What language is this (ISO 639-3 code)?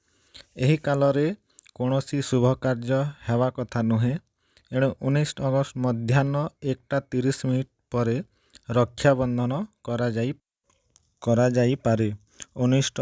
ori